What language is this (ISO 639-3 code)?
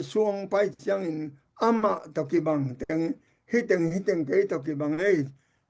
ctd